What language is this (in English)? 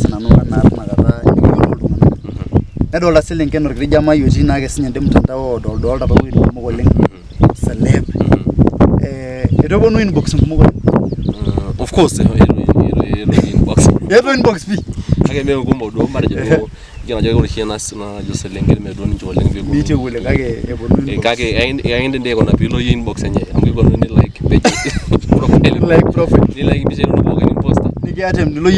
Masai